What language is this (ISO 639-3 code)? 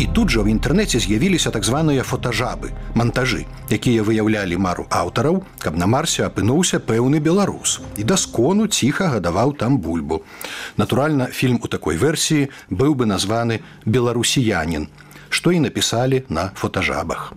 bel